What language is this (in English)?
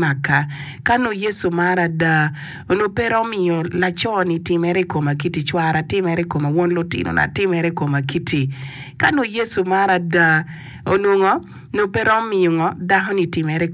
Acoli